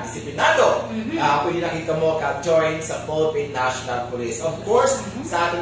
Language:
Hiligaynon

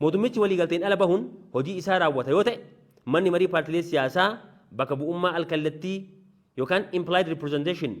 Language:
Oromo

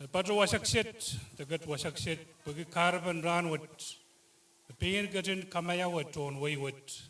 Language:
Pohnpeian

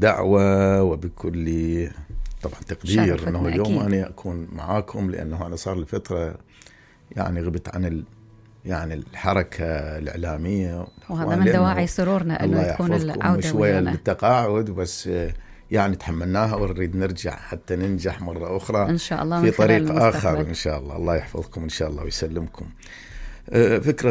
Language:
Mesopotamian Arabic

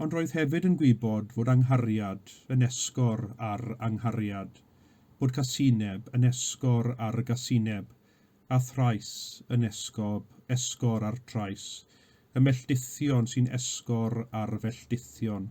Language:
Welsh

